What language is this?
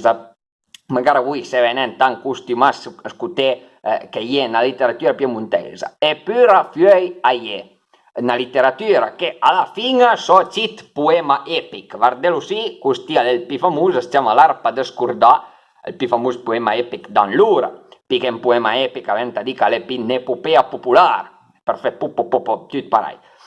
Piedmontese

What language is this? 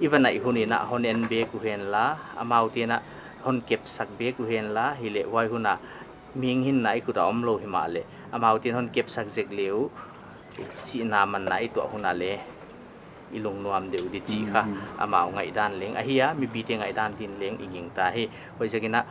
Paite Chin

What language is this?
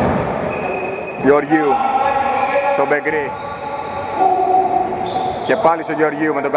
Greek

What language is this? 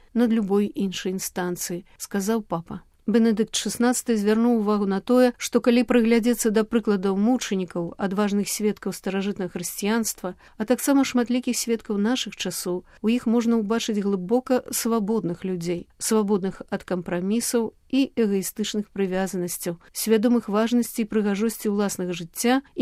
Belarusian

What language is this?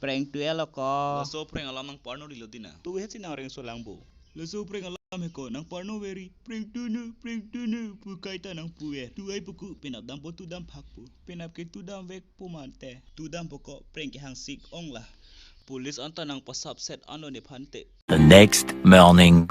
Karbi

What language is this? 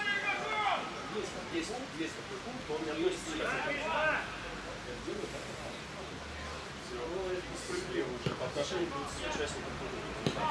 Russian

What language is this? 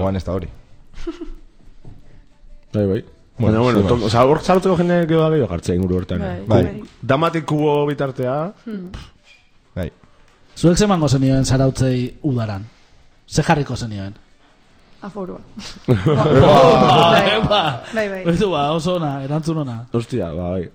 Basque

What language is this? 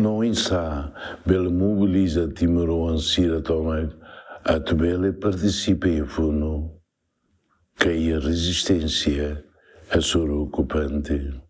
Tetum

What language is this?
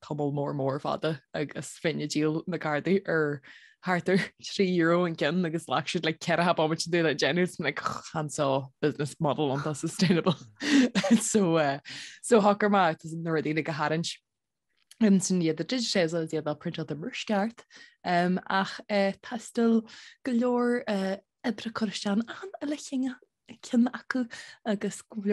Irish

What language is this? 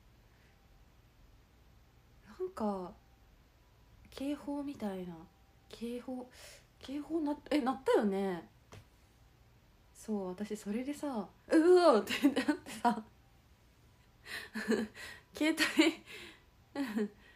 Japanese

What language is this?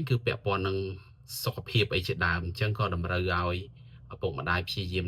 Khmer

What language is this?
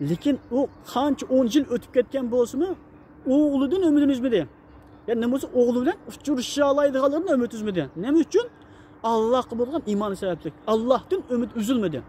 Uyghur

